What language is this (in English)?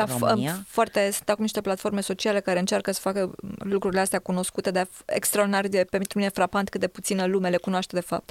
Romanian